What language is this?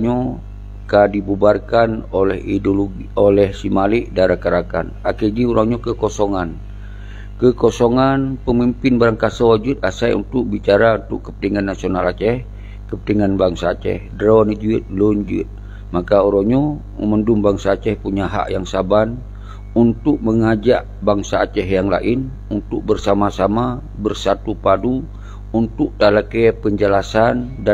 Achinese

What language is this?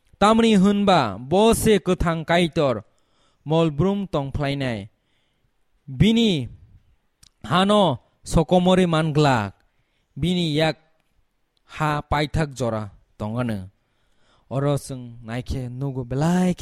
Kok Borok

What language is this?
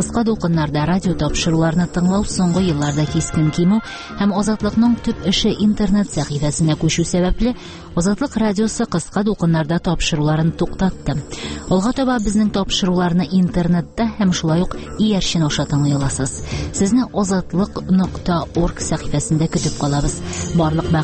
Tatar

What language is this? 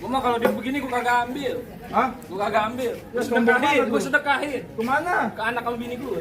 Betawi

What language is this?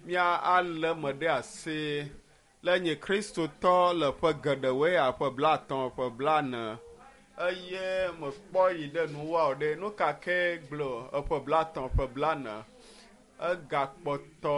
Ewe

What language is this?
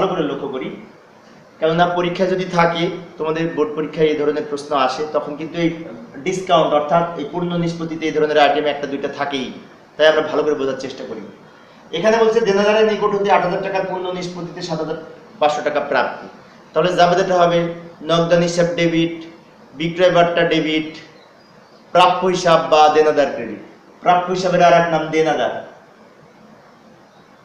Bangla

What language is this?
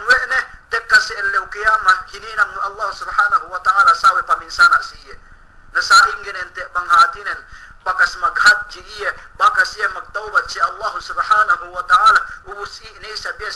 Yakan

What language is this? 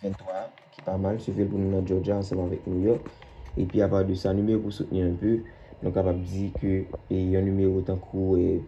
Haitian Creole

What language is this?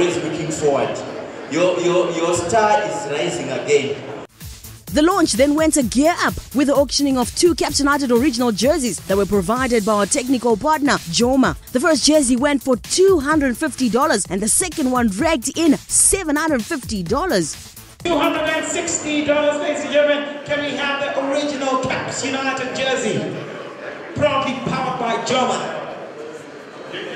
English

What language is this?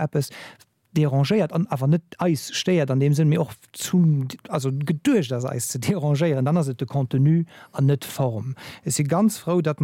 Luxembourgish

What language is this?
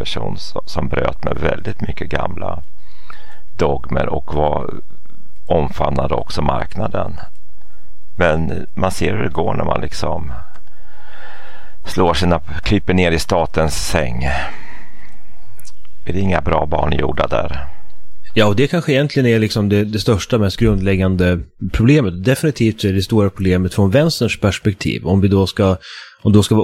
Swedish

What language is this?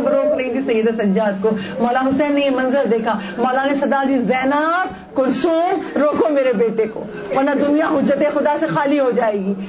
Urdu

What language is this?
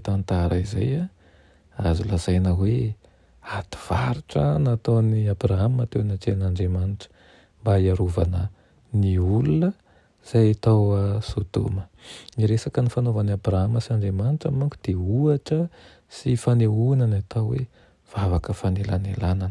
Malagasy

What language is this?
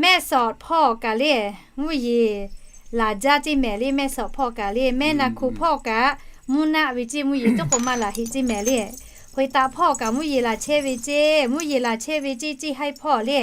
Lahu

